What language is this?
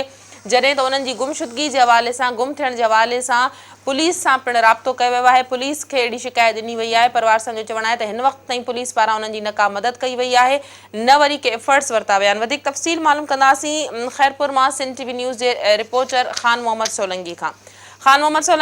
Sindhi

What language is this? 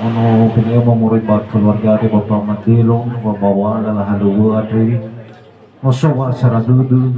Nias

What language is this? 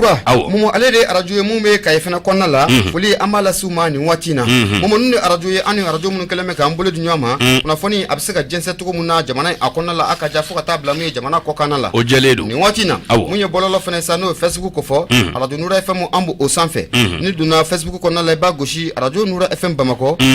Bambara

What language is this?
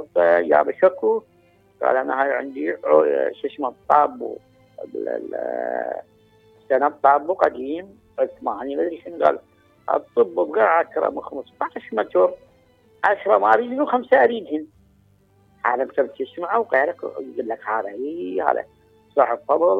Mesopotamian Arabic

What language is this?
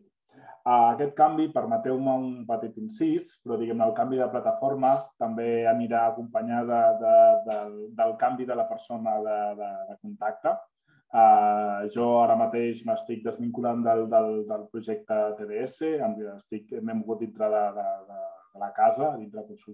Catalan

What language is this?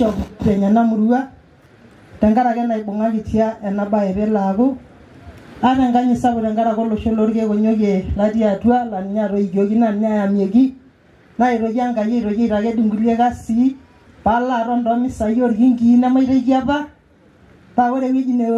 Masai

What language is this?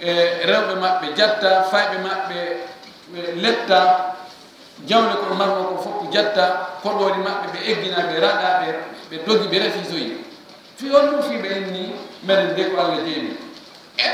Fula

